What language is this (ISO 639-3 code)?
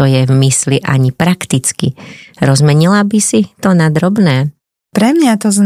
slk